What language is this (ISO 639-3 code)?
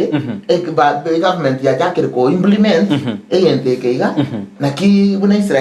guz